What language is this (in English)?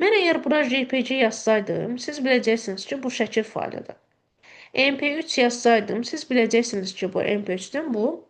Azerbaijani